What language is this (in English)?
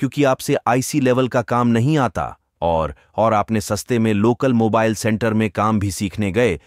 Hindi